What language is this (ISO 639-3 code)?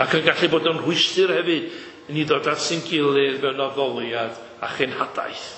cym